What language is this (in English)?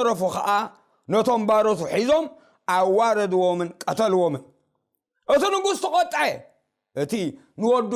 Tigrinya